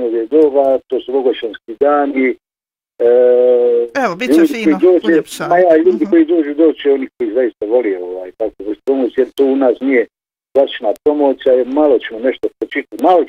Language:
Bosnian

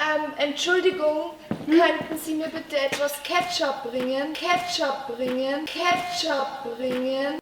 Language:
Bavarian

